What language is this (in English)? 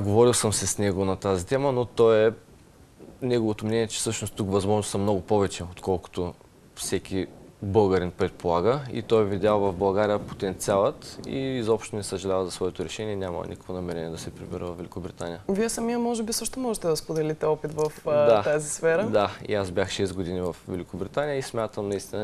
Bulgarian